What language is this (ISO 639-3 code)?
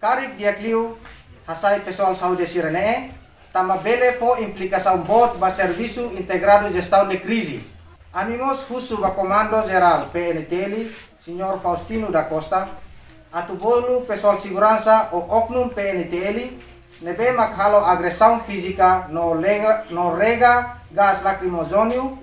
tet